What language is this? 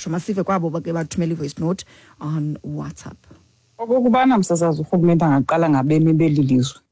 Xhosa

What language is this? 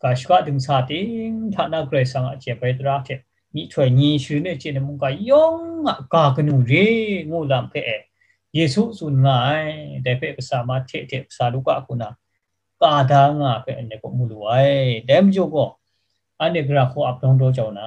Kachin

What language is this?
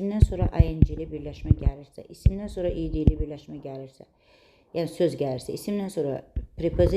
Azerbaijani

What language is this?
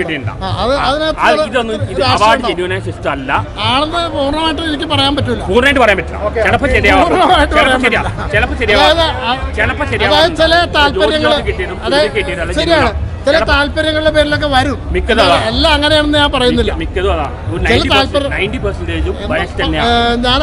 Malayalam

